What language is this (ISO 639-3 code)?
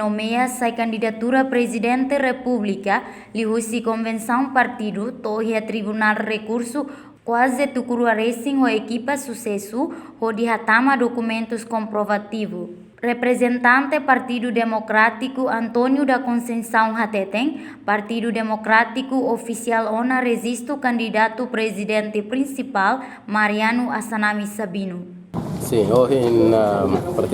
tet